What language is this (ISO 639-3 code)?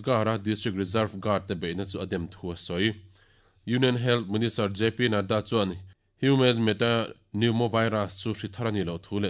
lus